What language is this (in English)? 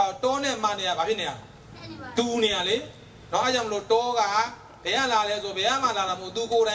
Burmese